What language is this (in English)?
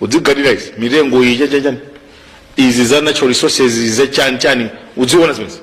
Nyanja